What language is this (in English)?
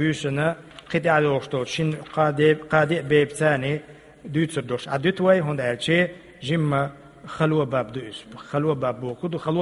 Chechen